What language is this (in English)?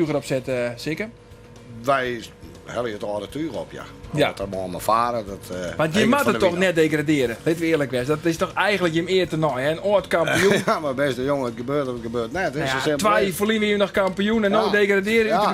Western Frisian